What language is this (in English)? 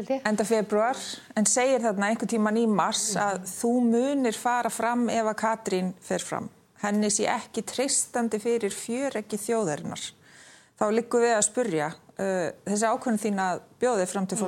Icelandic